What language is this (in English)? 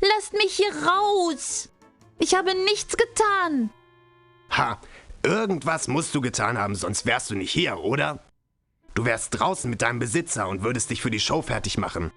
Bavarian